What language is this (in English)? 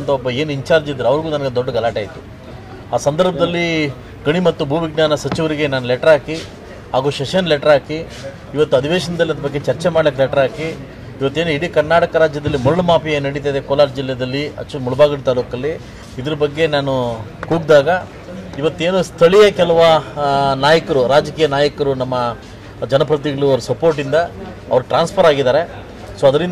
Kannada